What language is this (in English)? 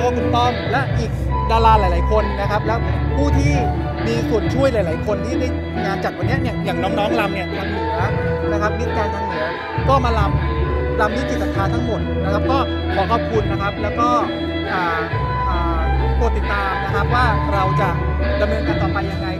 Thai